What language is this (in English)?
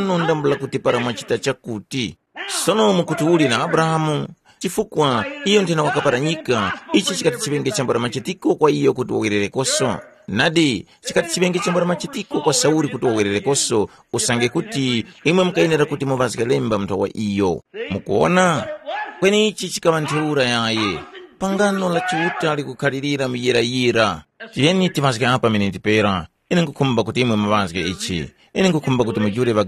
Tumbuka